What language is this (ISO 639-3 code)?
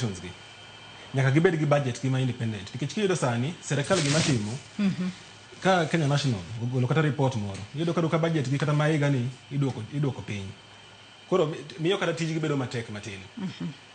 luo